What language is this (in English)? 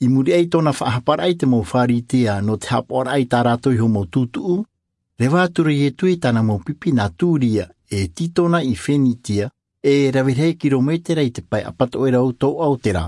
Tahitian